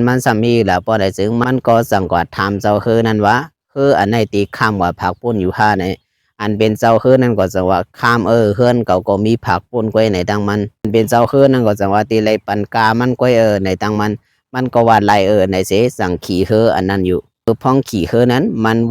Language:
Shan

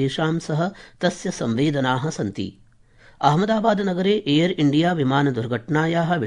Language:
Sanskrit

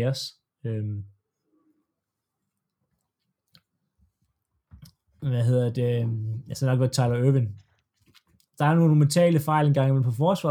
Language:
Danish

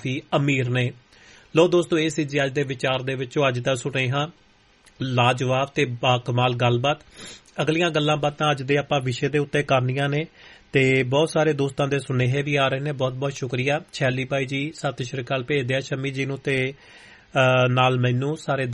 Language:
Punjabi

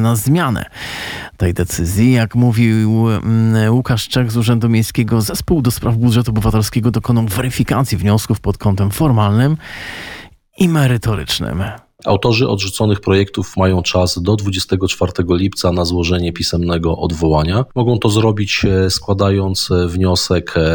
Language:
Polish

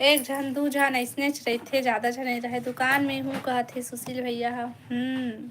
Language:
Chhattisgarhi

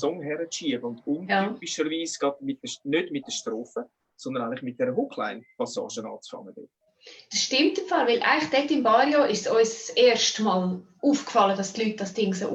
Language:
Swiss German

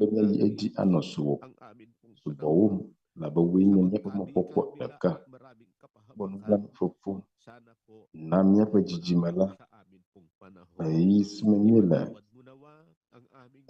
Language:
Ewe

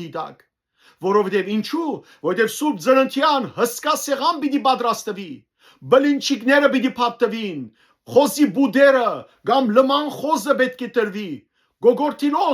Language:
Western Armenian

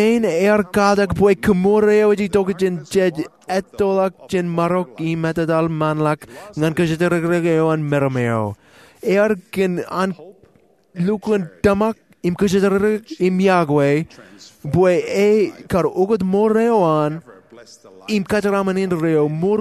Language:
Marshallese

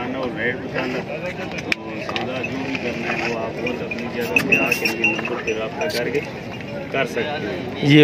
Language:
Hindi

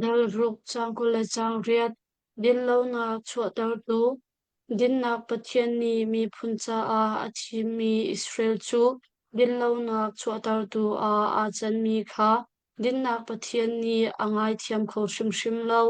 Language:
Hakha Chin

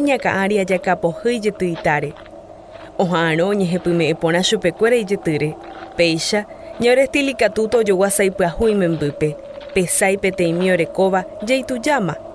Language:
Guarani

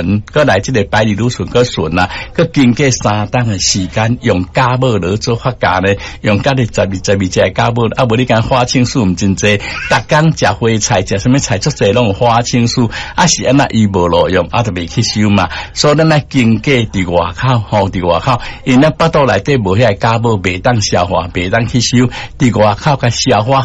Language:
Min Nan Chinese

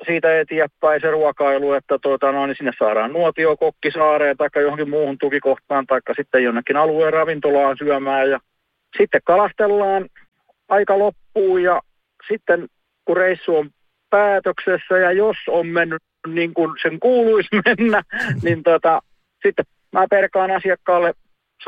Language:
Finnish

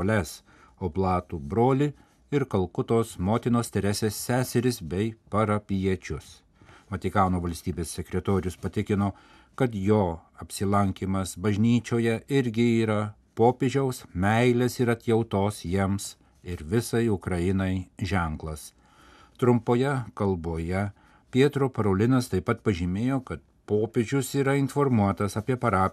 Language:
Lithuanian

